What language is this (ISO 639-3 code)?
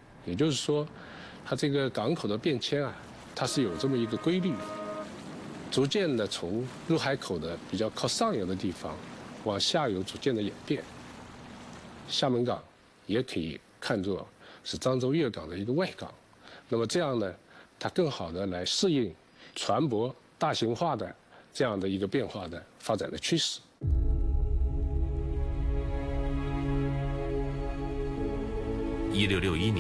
zho